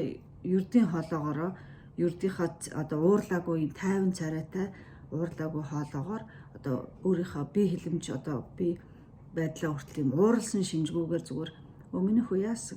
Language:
Mongolian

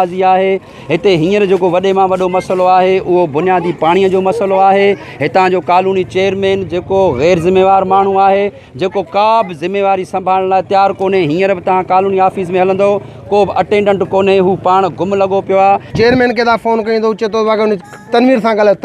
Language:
Sindhi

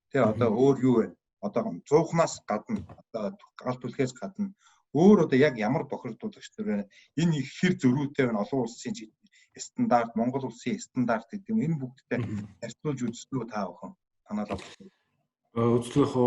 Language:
Mongolian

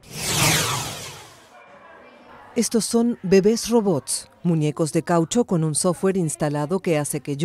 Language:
Spanish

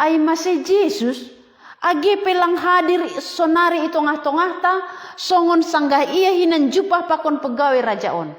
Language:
Batak Simalungun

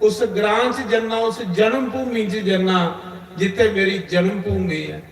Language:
Dogri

